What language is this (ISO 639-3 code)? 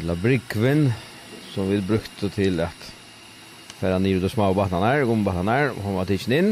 fao